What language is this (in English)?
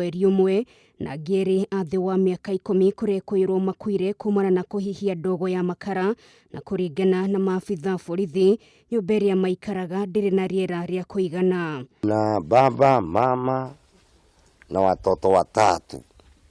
Kikuyu